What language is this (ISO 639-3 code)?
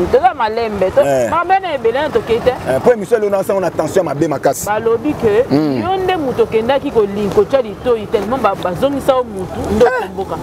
lin